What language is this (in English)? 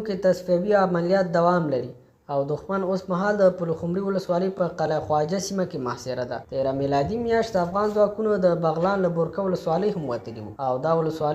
Pashto